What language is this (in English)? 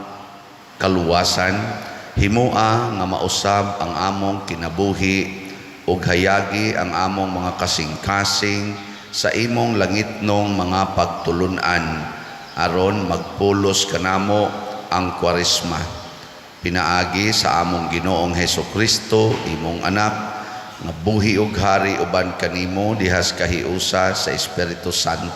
Cebuano